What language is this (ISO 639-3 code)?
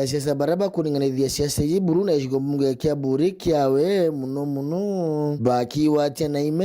mer